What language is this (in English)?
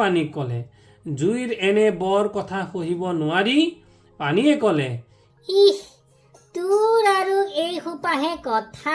Assamese